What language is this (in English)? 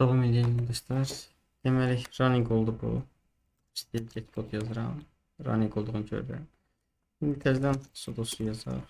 Azerbaijani